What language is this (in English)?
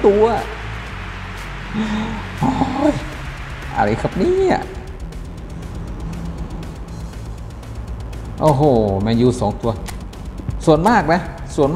Thai